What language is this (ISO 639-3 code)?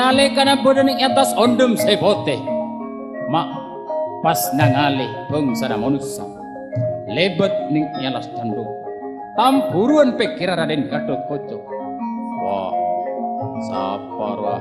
mad